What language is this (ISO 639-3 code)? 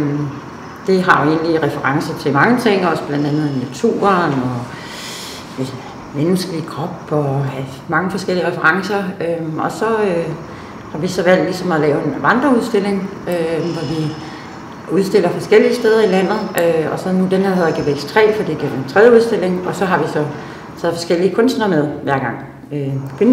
dan